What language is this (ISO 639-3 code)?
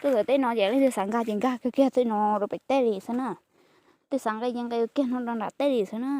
hmn